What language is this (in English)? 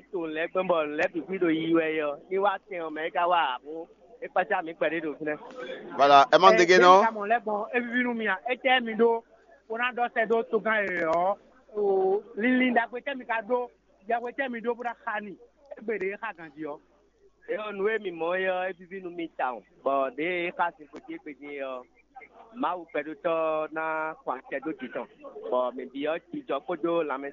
Fon